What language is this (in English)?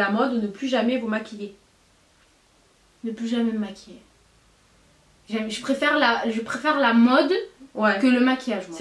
French